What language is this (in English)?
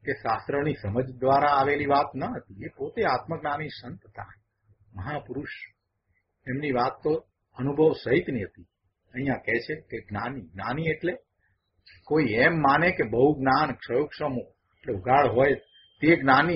Gujarati